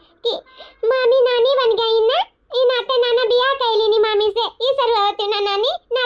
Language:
Awadhi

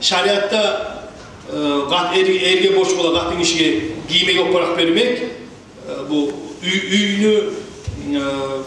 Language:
Kumyk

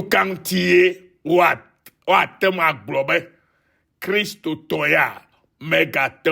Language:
Ewe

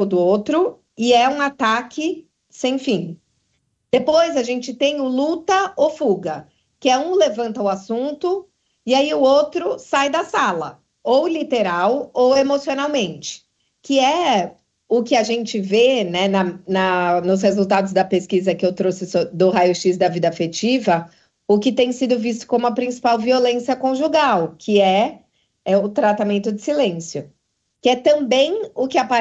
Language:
Portuguese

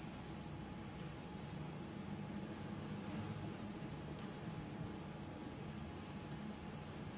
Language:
Hungarian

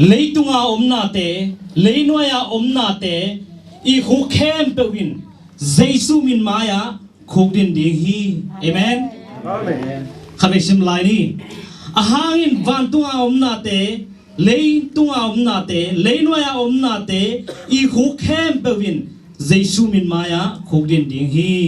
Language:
Tedim Chin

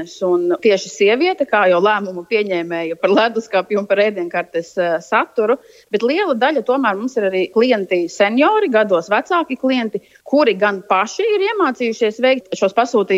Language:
Latvian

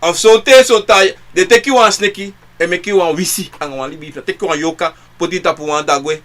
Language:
Sranan Tongo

